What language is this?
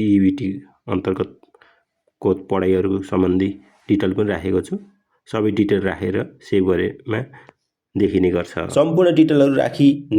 Nepali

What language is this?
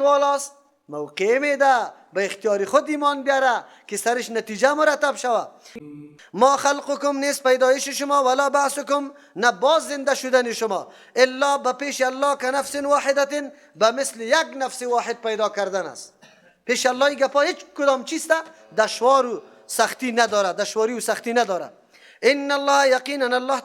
Persian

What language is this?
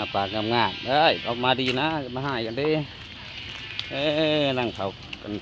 Lao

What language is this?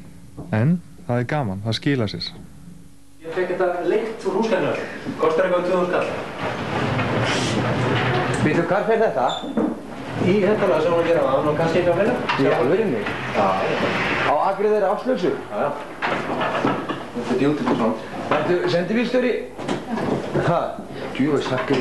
Icelandic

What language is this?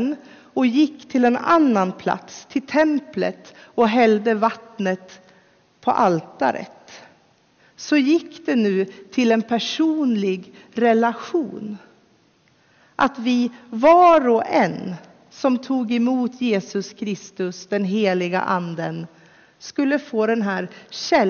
Swedish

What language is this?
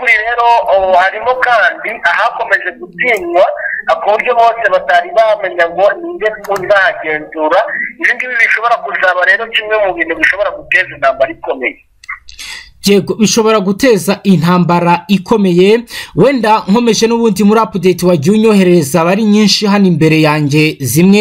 Kinyarwanda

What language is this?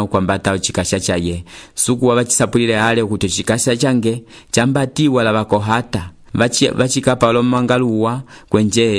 Umbundu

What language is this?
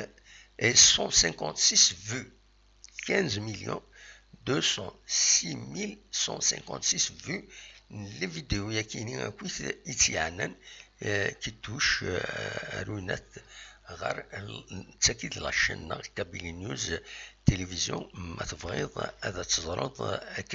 Kabyle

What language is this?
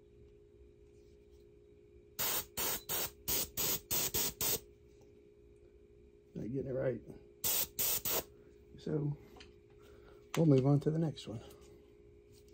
English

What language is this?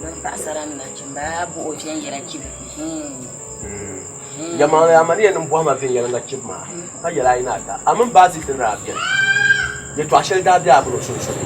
Dagbani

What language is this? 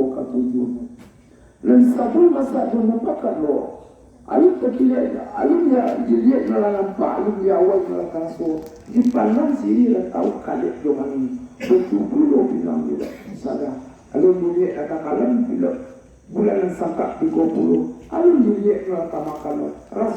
Minangkabau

